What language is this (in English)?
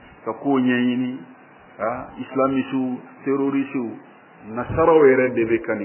Bambara